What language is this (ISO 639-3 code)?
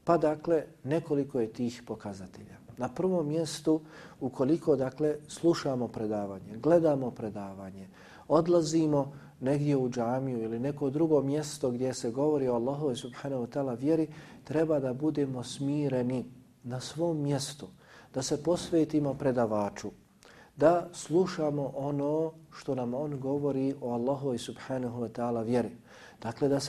bos